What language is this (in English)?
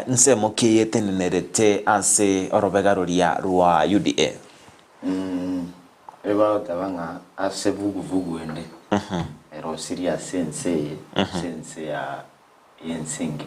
Gusii